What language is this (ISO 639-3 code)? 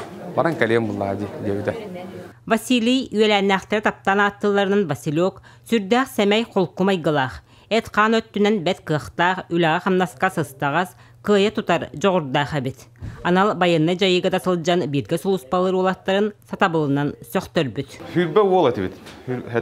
sah